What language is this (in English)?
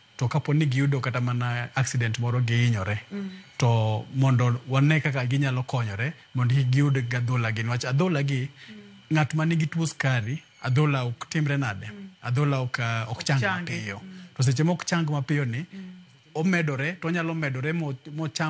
Luo (Kenya and Tanzania)